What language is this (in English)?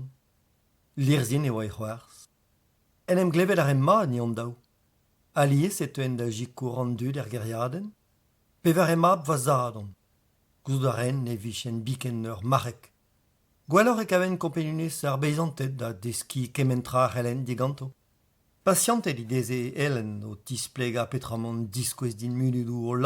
Breton